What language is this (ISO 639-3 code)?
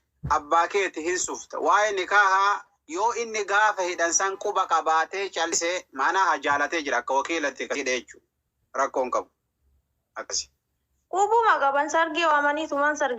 orm